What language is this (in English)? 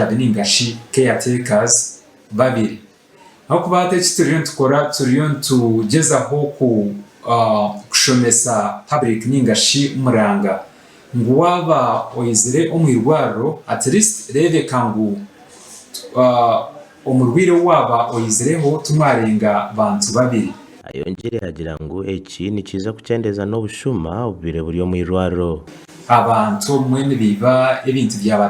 Nyankole